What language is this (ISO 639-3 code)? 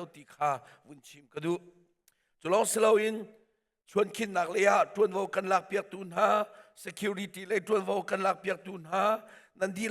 cnh